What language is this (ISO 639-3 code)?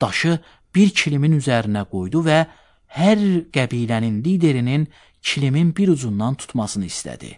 aze